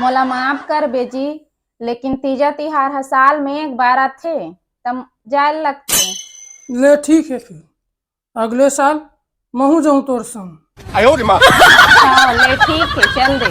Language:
Chhattisgarhi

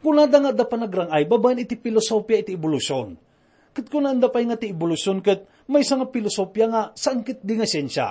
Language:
Iloko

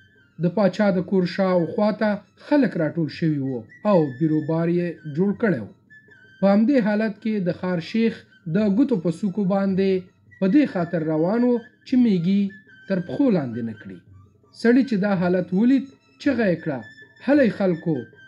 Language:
Pashto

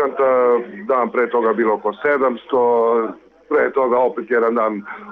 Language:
Serbian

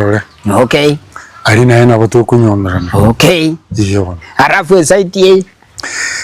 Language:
Gusii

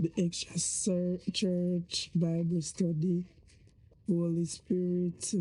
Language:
Jamaican Creole English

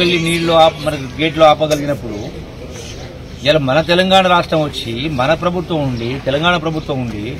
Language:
Telugu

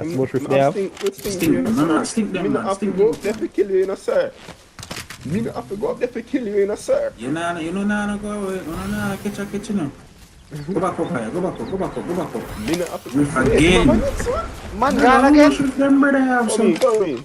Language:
Jamaican Creole English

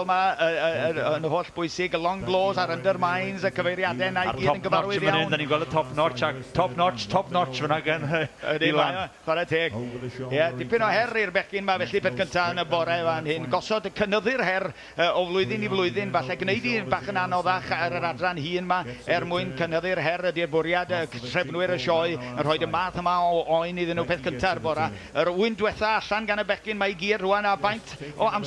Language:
Welsh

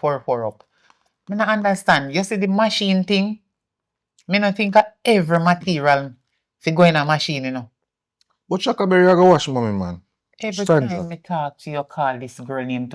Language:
Jamaican Creole English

